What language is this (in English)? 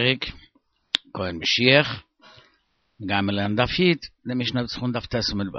Yiddish